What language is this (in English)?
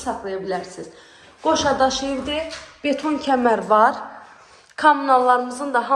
Azerbaijani